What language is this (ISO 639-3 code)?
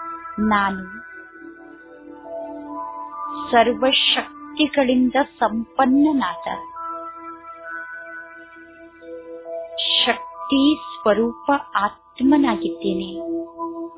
kan